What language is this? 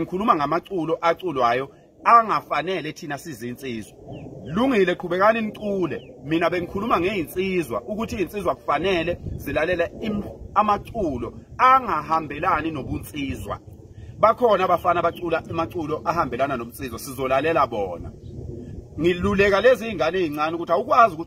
Zulu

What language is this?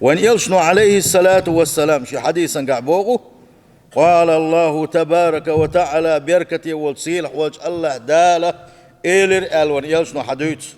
Chechen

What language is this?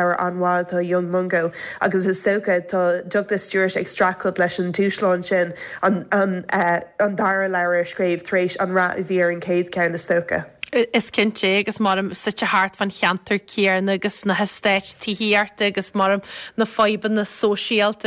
Irish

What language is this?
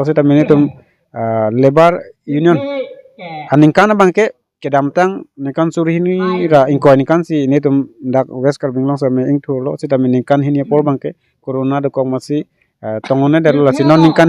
Karbi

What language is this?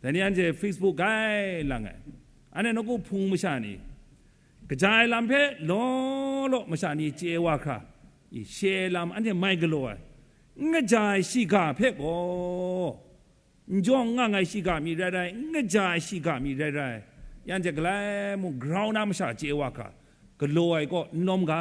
Kachin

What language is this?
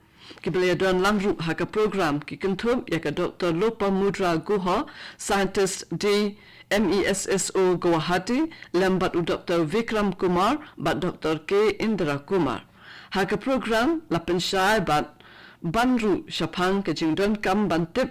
Khasi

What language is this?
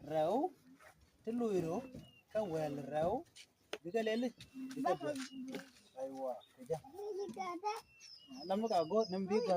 Nuer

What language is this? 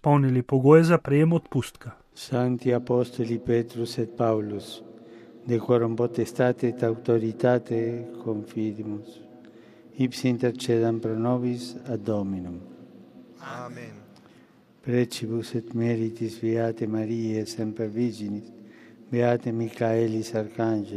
Slovenian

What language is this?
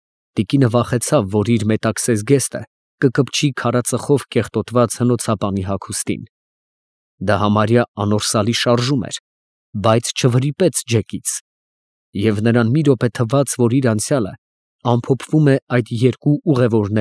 Armenian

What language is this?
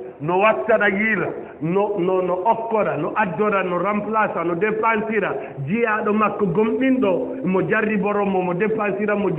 Fula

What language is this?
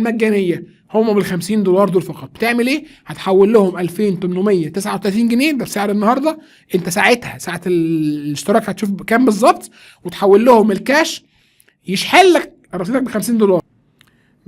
Egyptian Arabic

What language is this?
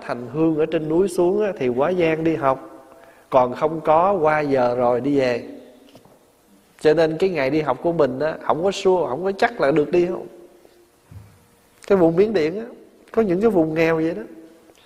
Vietnamese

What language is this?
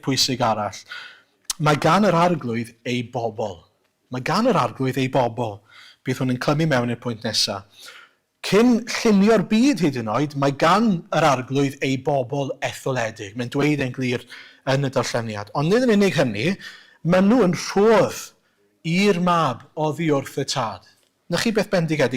Welsh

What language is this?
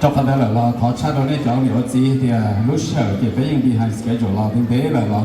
Hmong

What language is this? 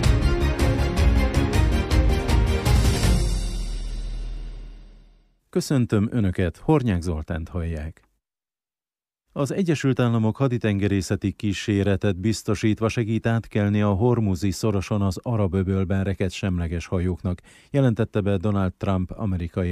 Hungarian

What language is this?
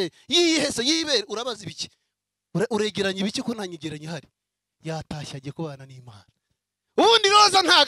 Kinyarwanda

